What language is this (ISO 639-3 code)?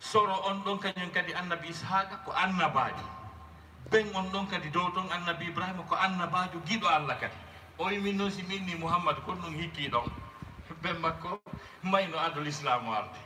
ful